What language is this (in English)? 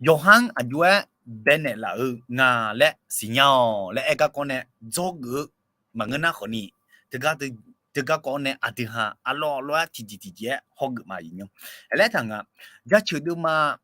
Akha